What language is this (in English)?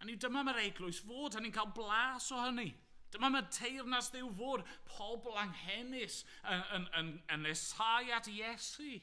Welsh